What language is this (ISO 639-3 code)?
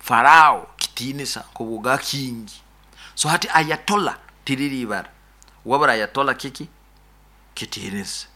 nyo